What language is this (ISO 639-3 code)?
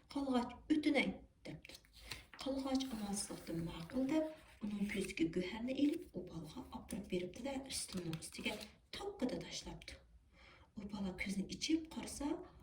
uig